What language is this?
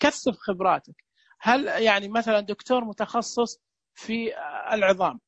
Najdi Arabic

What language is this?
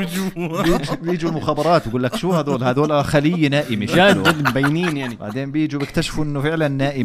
North Levantine Arabic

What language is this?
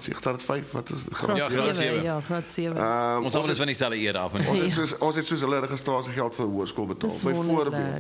Afrikaans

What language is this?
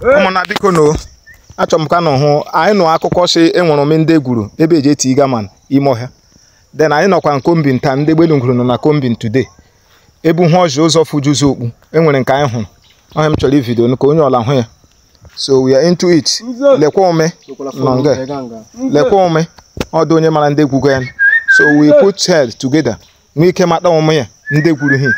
Igbo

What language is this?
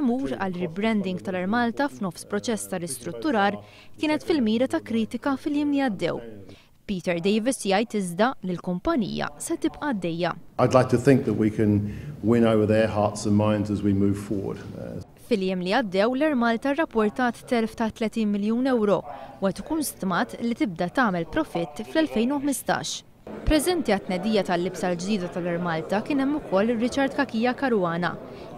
Maltese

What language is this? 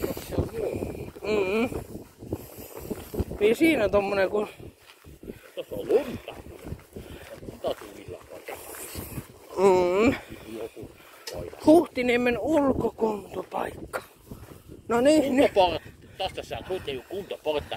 Finnish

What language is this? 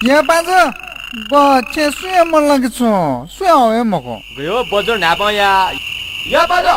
Newari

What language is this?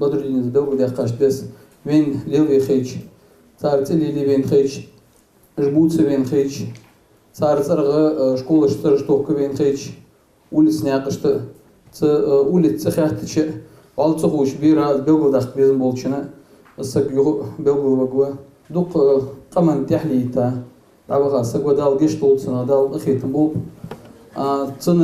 Ingush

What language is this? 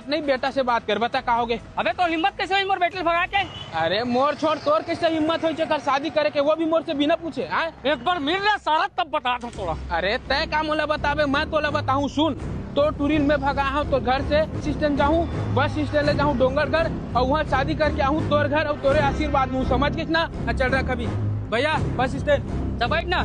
Chhattisgarhi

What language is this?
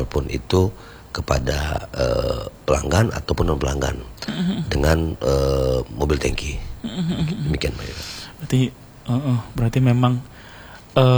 Indonesian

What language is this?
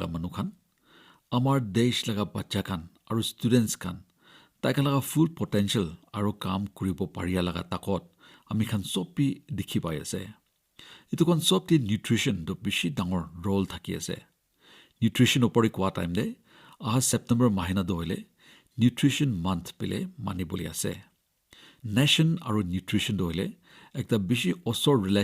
Naga Pidgin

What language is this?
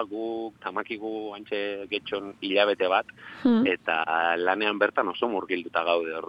Basque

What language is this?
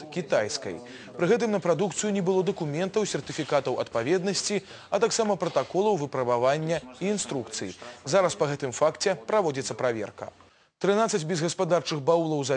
Belarusian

